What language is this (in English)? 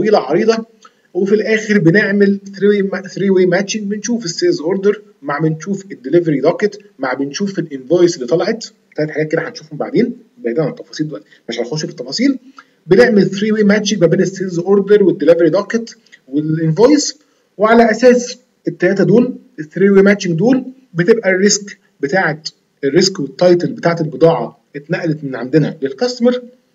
Egyptian Arabic